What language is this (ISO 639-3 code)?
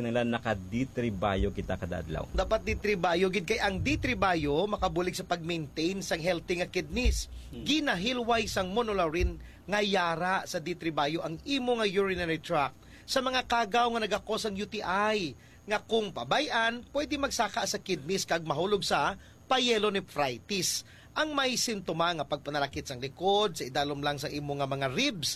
hil